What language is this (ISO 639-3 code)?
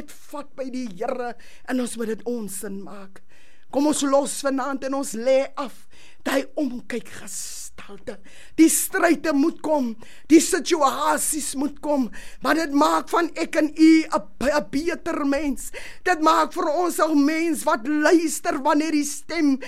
afr